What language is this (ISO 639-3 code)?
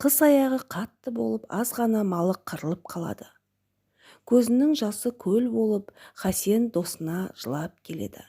kaz